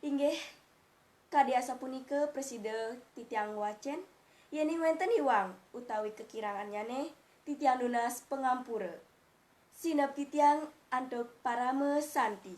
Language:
Balinese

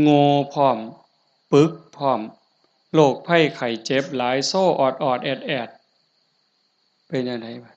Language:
Northeastern Thai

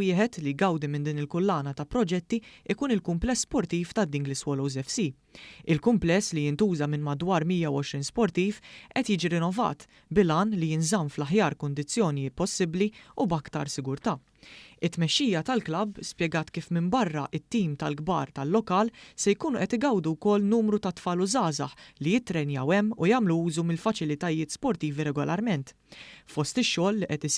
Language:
Maltese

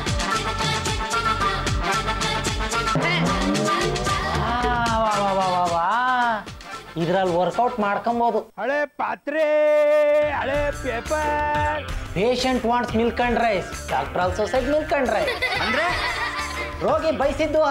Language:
Kannada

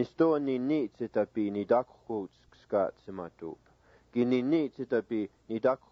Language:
Siksiká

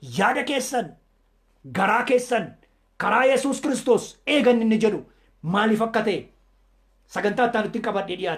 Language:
Oromo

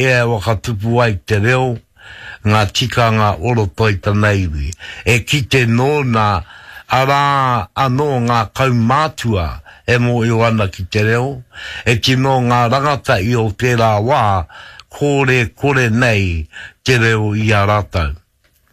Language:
Māori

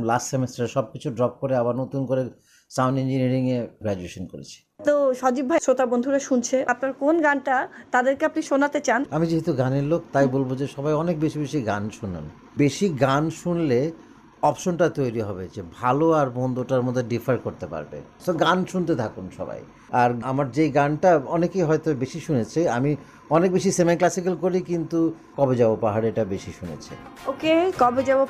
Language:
Bangla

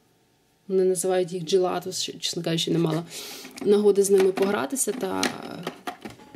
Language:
Ukrainian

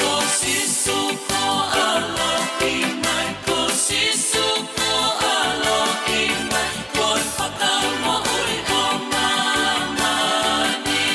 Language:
Tongan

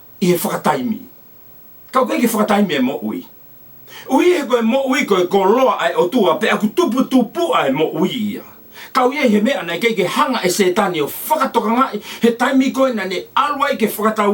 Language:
Tongan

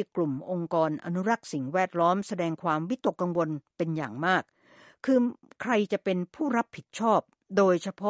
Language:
Thai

